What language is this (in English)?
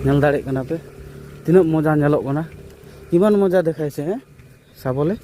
Santali